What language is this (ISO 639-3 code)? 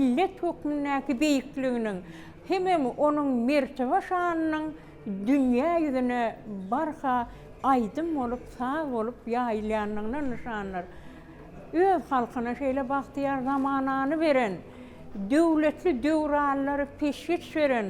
tuk